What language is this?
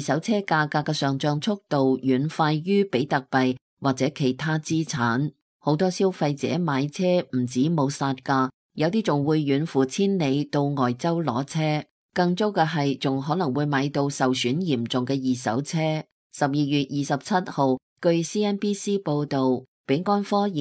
Cantonese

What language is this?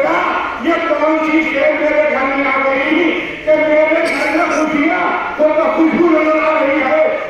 Urdu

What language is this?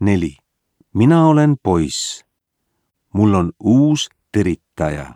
Estonian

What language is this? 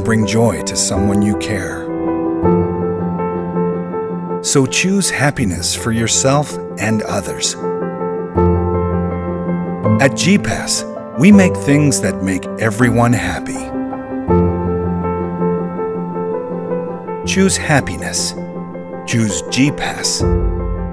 Malayalam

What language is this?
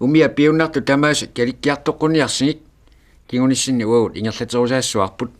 Kalaallisut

